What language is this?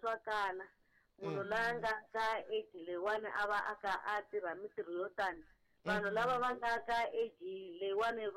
Tsonga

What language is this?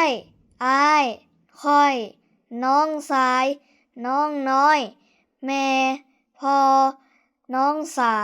Lao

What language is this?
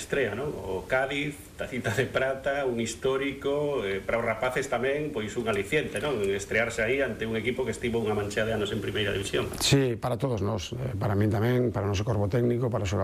Galician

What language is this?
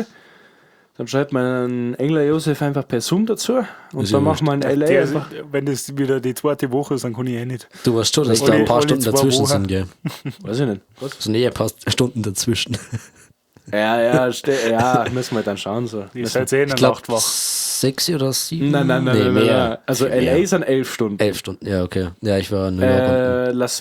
Bavarian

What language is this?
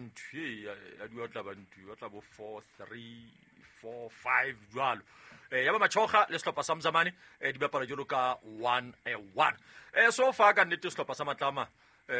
Southern Sotho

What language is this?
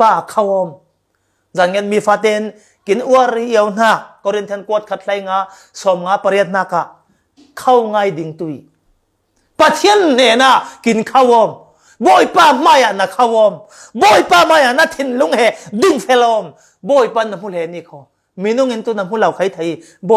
Falam Chin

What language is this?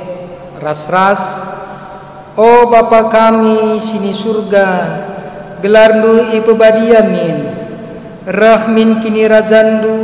Batak Karo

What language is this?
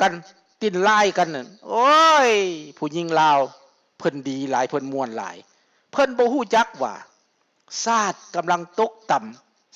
Lao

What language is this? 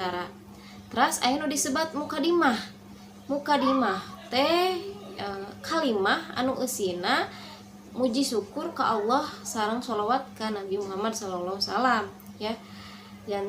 Sundanese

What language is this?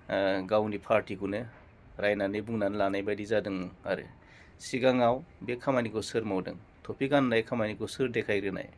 Bodo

